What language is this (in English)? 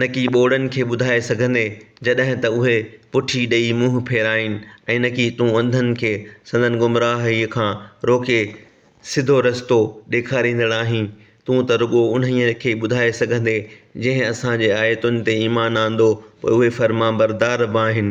Sindhi